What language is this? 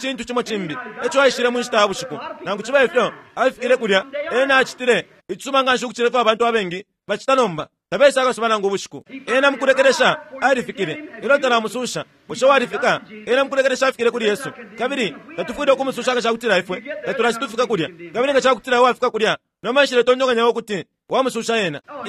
Bemba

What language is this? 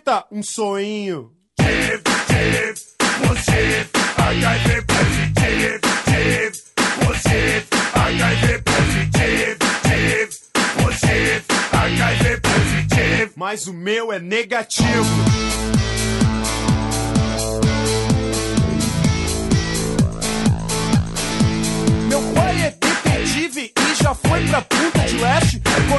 Portuguese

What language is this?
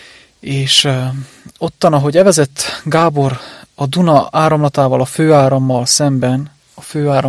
Hungarian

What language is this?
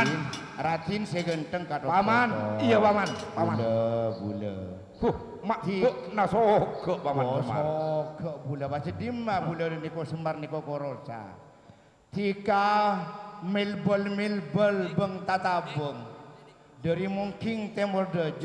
Madurese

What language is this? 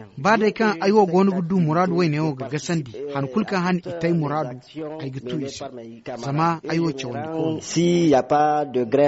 Zarma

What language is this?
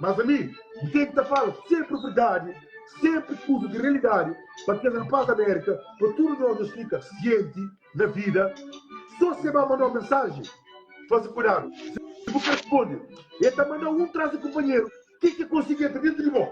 Kabuverdianu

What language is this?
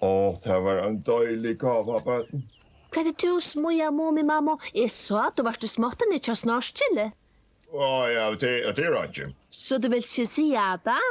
Faroese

